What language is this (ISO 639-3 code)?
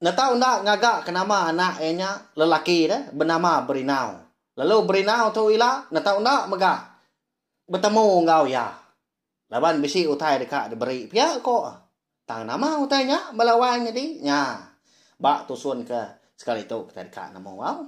iba